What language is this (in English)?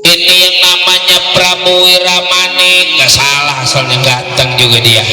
Betawi